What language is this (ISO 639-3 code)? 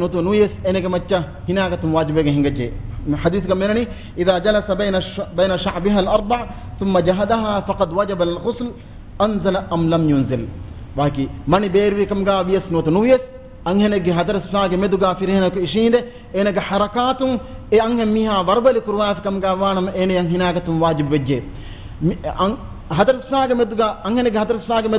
div